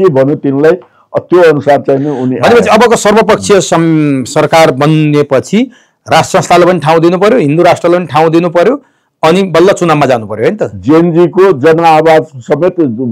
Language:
Nepali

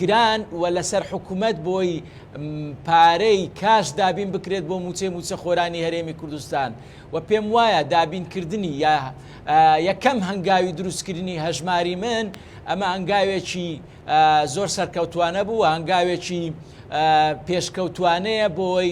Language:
Central Kurdish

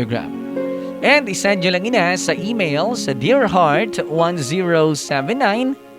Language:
Hiligaynon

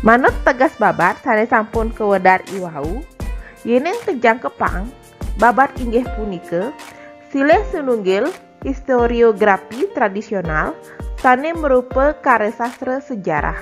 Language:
Balinese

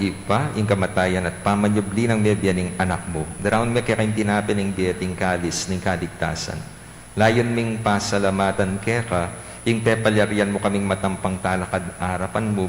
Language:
Pampanga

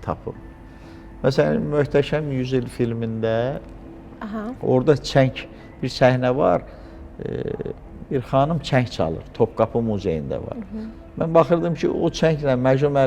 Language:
Azerbaijani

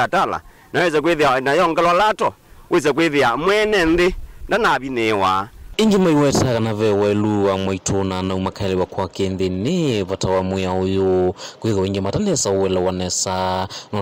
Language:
Kamba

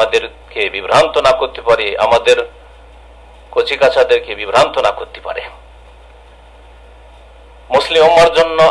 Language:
Bangla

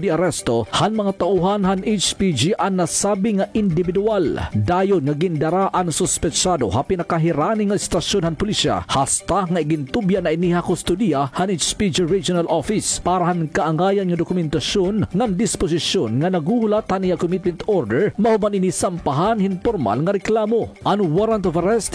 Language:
Waray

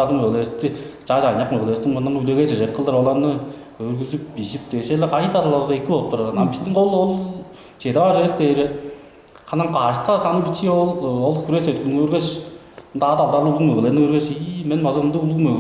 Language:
Tuvinian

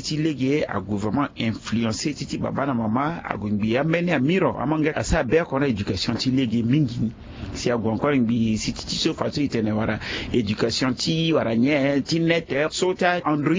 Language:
Sango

